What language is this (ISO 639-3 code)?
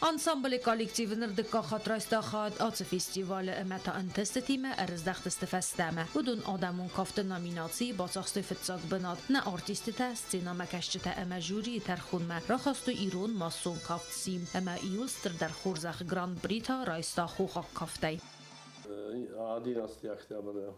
oss